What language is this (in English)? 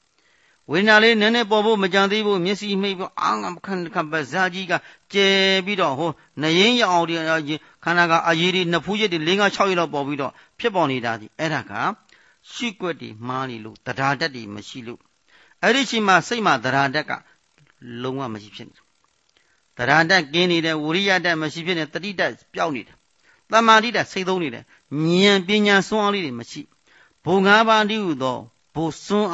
Burmese